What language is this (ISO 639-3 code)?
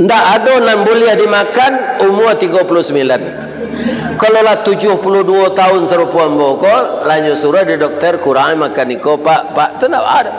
min